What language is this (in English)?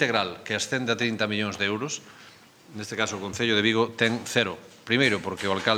Galician